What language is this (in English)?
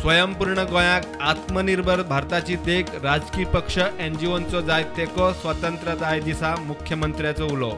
Konkani